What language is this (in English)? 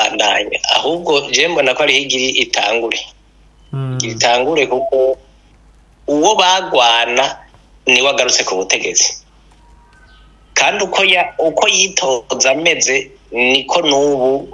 Kinyarwanda